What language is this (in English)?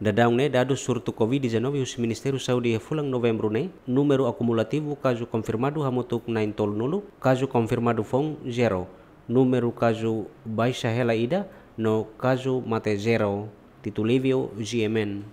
Tetum